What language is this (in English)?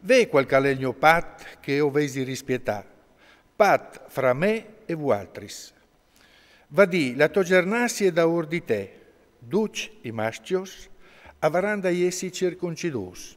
Friulian